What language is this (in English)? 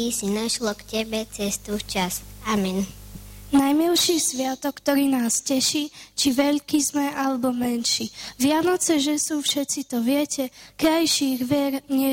Slovak